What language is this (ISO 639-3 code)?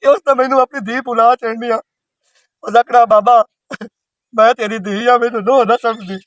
lah